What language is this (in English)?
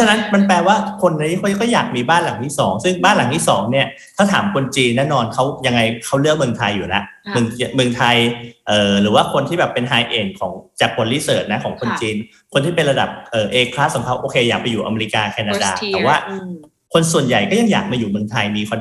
Thai